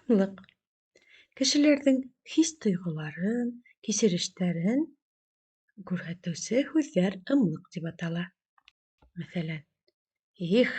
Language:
Bashkir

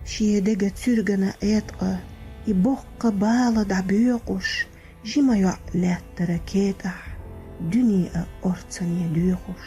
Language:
Chechen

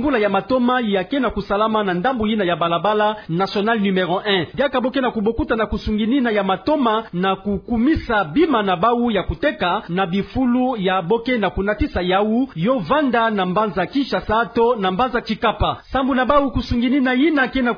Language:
Kituba (Democratic Republic of Congo)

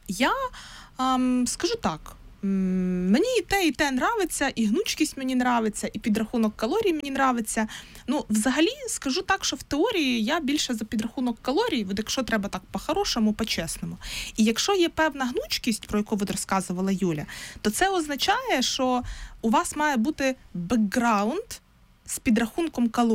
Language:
Ukrainian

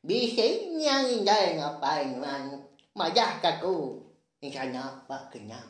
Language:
Iban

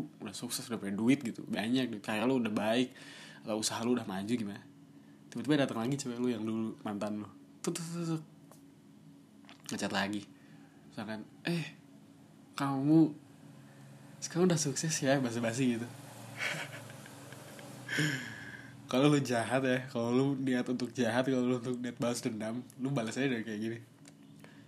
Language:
Indonesian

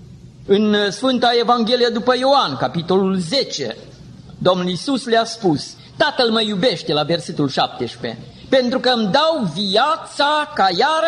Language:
Romanian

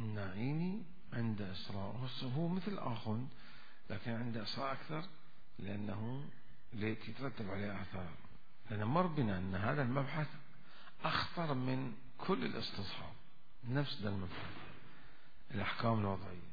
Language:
Mesopotamian Arabic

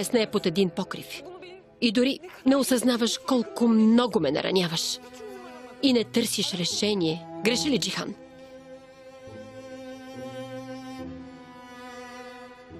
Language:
Bulgarian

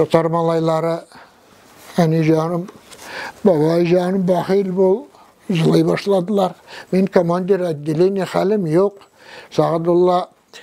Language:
Tatar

